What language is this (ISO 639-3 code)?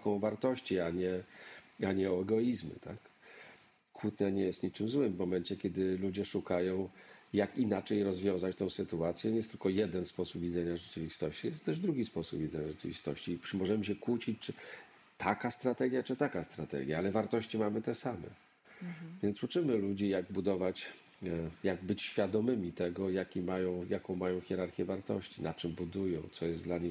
pol